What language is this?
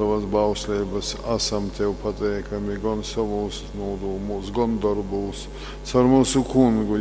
Latgalian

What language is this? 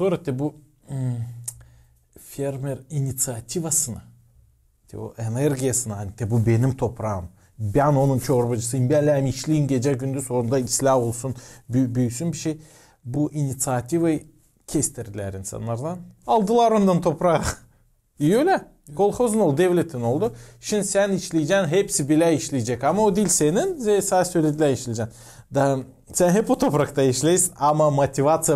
Gagauz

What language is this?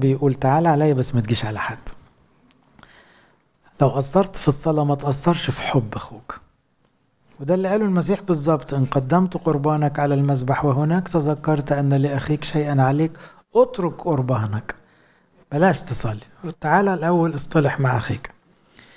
Egyptian Arabic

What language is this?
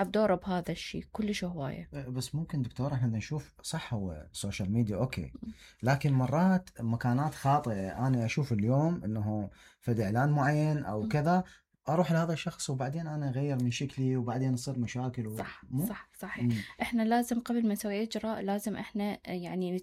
Mesopotamian Arabic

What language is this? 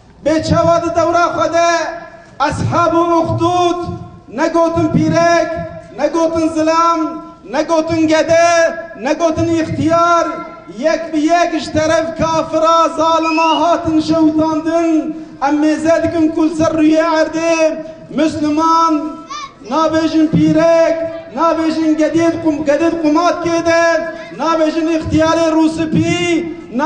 Kurdish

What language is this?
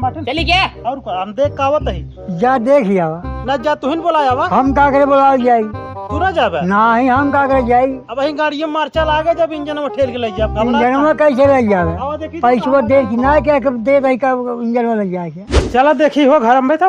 Awadhi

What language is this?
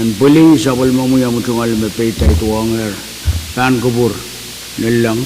Pohnpeian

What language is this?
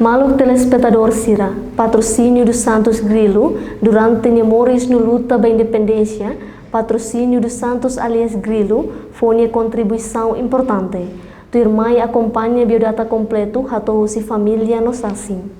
Tetum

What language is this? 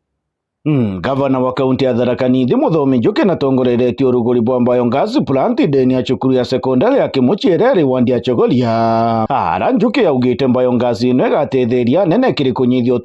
Meru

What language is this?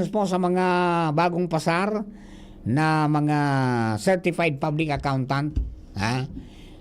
Bikol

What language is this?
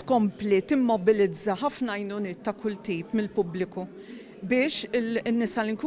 Maltese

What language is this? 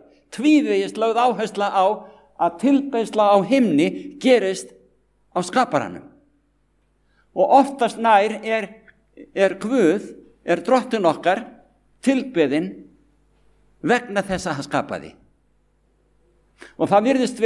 Icelandic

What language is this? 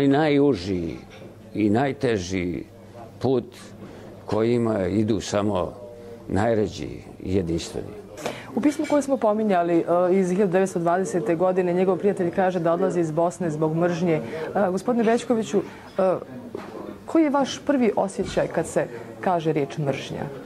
Serbian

